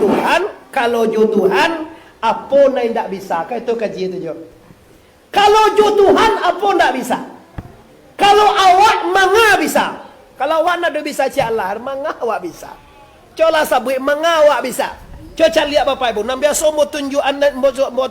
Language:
Minangkabau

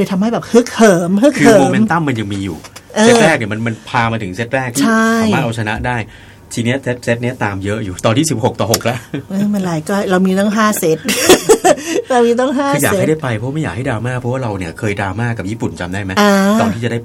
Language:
Thai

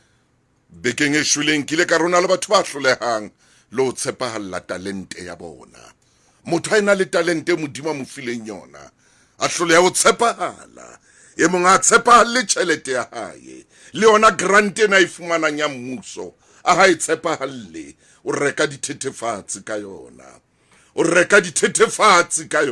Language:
Southern Sotho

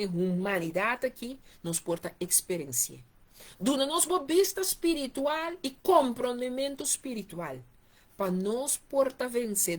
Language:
Papiamento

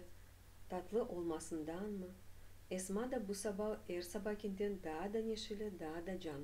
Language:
Crimean Tatar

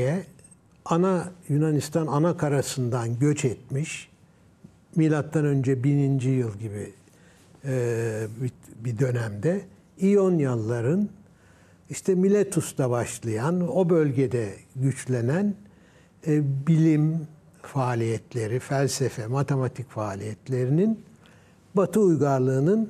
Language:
Turkish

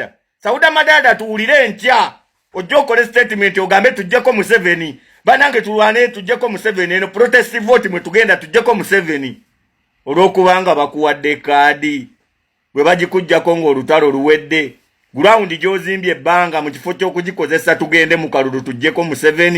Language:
Ganda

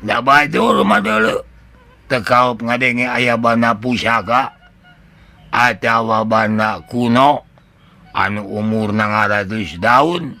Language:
Sundanese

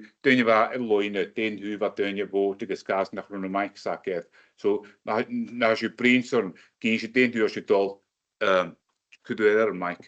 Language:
Scottish Gaelic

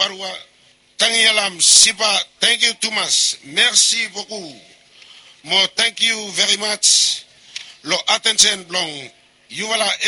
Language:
Bislama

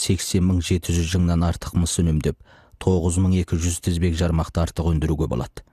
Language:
Kazakh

